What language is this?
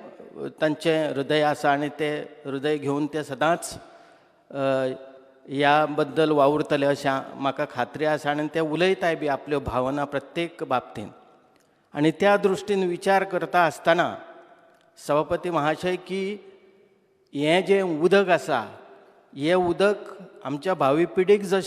Konkani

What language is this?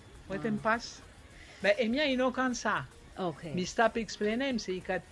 Bislama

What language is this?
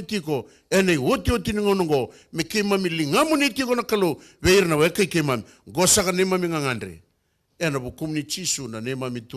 Fijian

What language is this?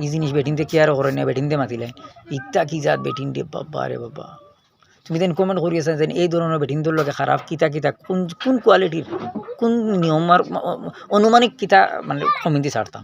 Sylheti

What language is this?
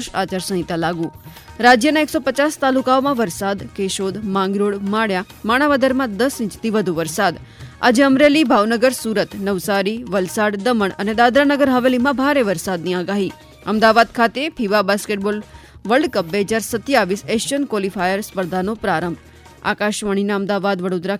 Gujarati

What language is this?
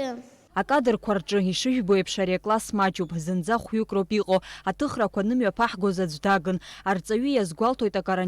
Abkhazian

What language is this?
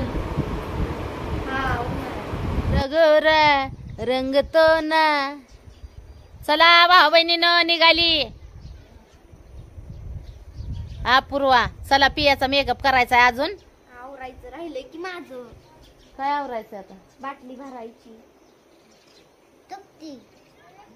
Marathi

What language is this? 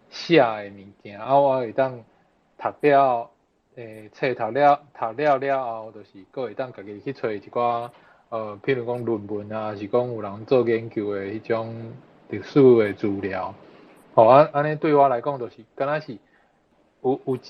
Min Nan Chinese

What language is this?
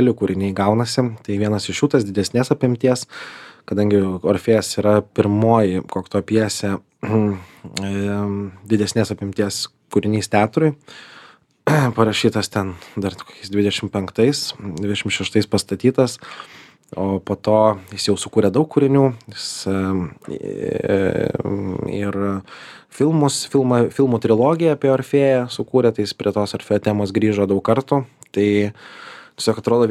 Lithuanian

